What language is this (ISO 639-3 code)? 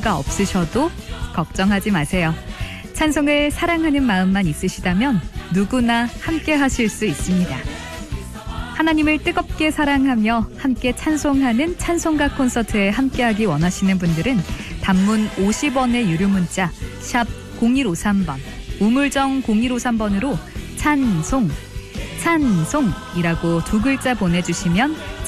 kor